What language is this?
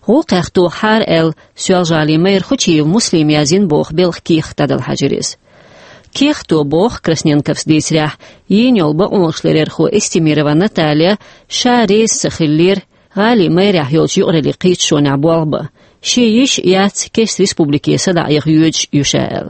Chechen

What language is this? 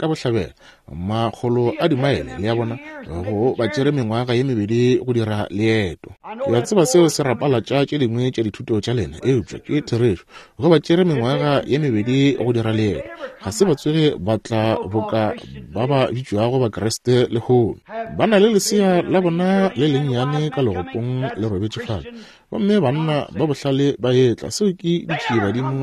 Northern Sotho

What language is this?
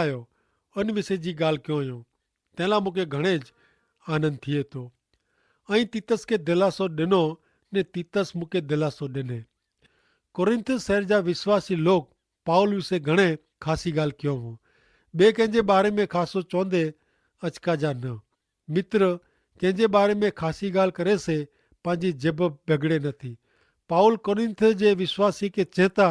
Kachhi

